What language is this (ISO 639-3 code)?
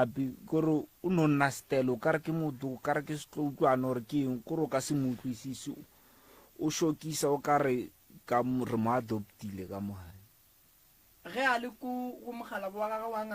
nso